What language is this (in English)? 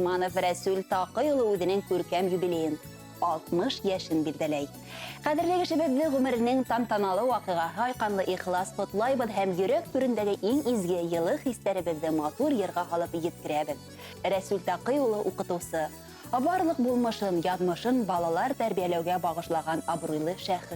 Bashkir